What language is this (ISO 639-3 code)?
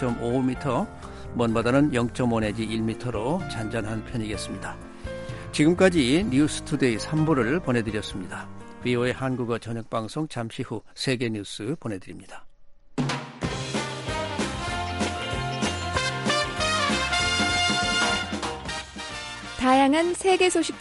kor